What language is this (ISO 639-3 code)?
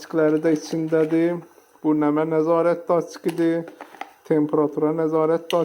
aze